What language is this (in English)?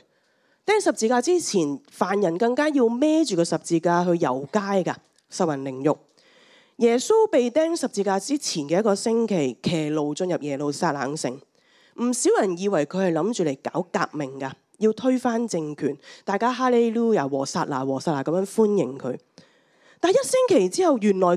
Cantonese